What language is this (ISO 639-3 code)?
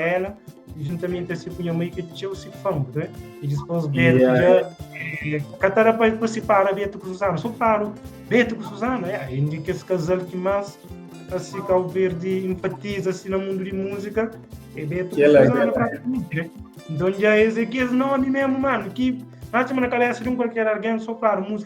kea